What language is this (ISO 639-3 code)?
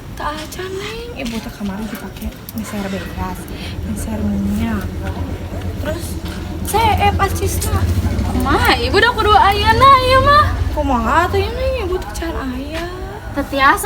sun